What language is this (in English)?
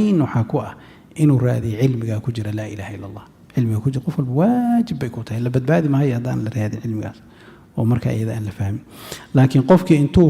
Somali